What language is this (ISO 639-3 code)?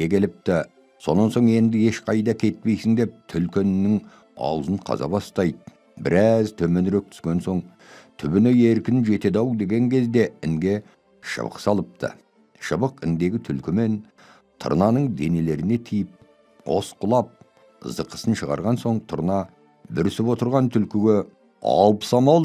kaz